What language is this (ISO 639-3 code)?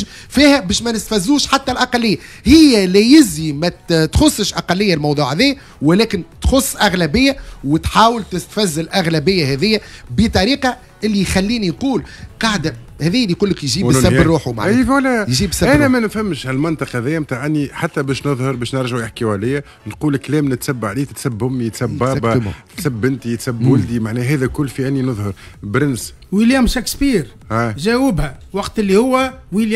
aeb